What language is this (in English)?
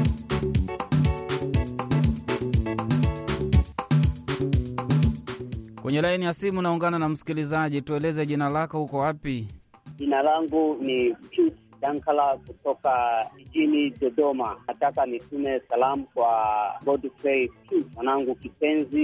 Swahili